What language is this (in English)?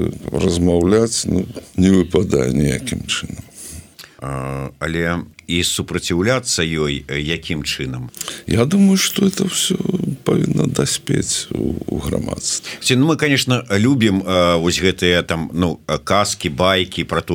Belarusian